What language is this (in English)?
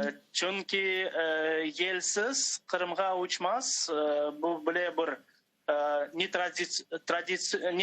Crimean Tatar